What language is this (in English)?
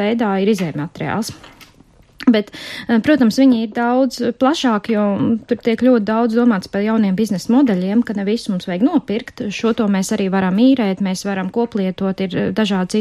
Latvian